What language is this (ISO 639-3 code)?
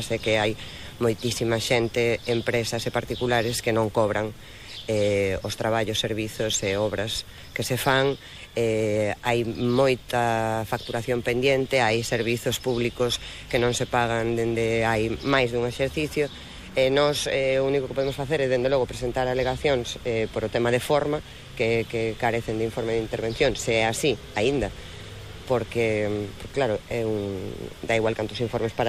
glg